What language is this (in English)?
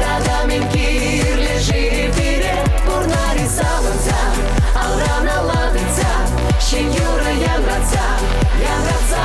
Chuvash